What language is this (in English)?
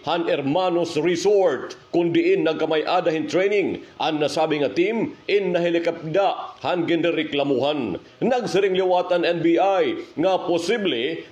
Waray